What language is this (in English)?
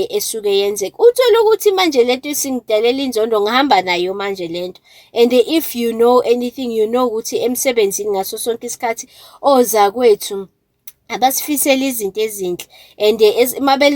Zulu